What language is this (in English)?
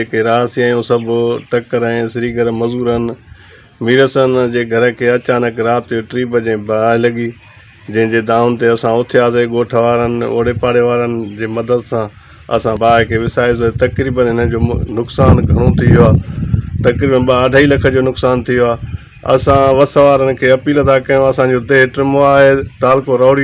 Sindhi